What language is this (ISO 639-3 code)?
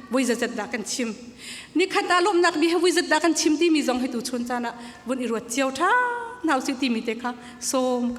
cnh